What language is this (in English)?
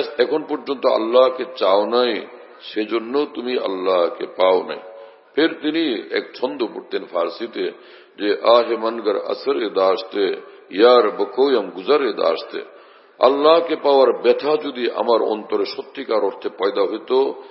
Bangla